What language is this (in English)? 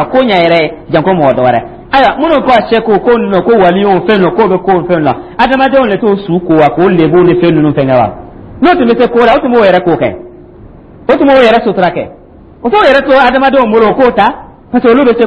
Dyula